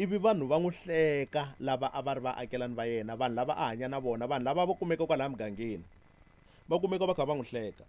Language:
Tsonga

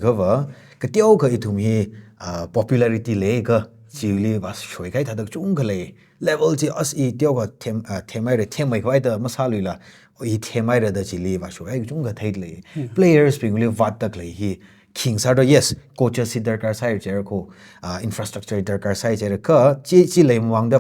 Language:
Tangkhul Naga (India)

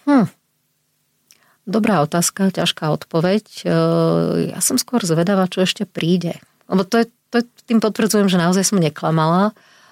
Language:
Slovak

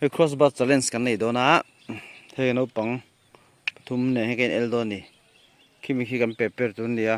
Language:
Mizo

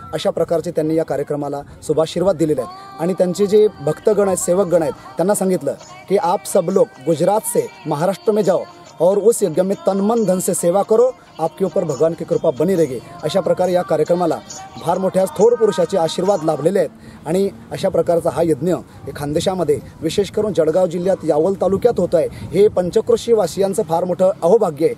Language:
Marathi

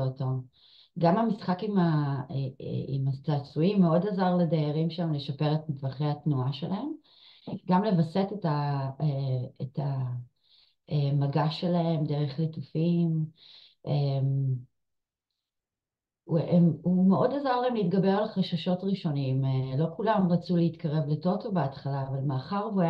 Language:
Hebrew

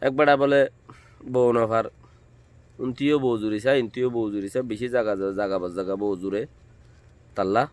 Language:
Rohingya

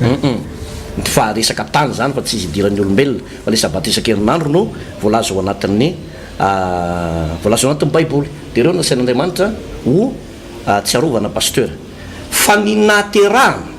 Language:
Malagasy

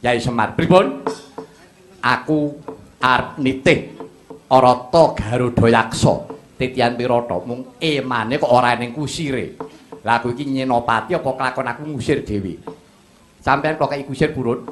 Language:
Javanese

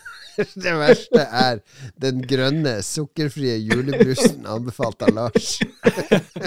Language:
Norwegian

